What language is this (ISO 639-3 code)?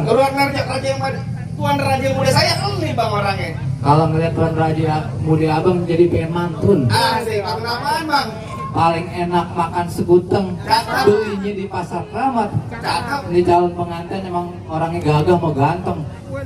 bew